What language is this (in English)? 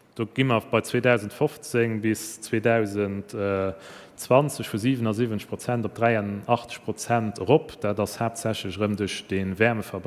Luxembourgish